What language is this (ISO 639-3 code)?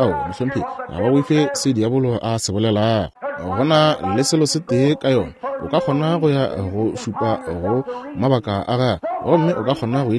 nso